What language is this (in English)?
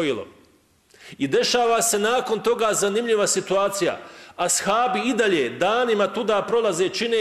Bosnian